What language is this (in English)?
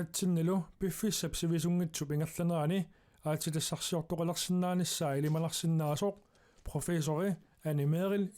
Kalaallisut